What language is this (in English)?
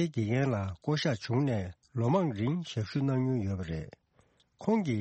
Tibetan